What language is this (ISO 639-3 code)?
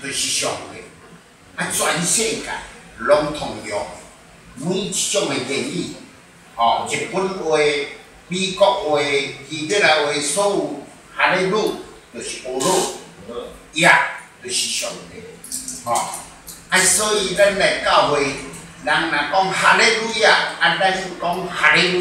nan